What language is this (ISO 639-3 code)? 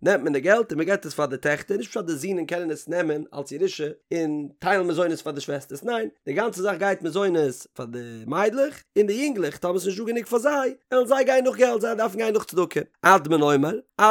yid